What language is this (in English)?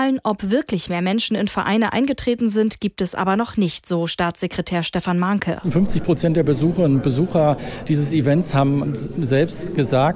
German